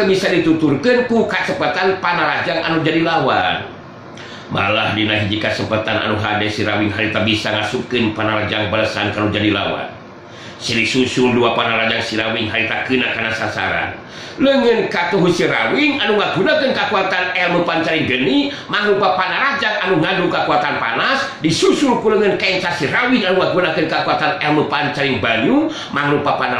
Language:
Sundanese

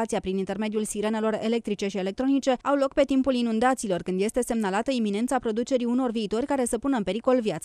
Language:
Romanian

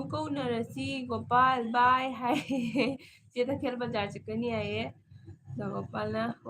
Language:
Manipuri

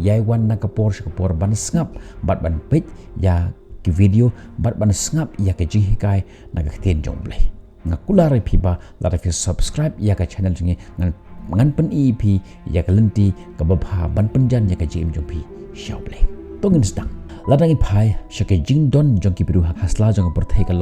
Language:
Khasi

